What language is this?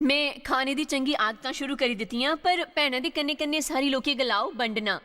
Dogri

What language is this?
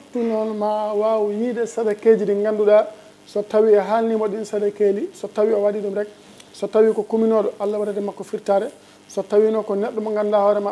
Fula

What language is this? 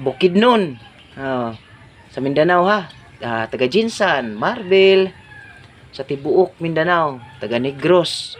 Cebuano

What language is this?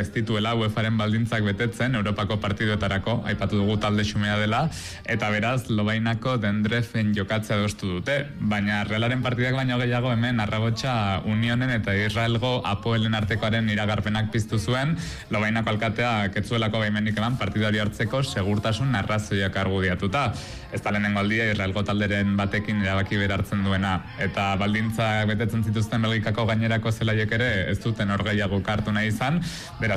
Basque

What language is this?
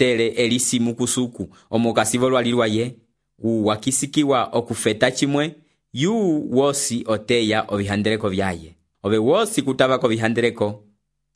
Umbundu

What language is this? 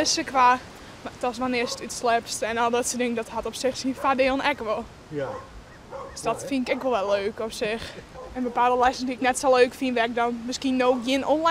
Western Frisian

